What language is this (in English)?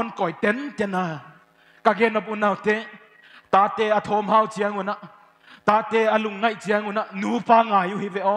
Paite Chin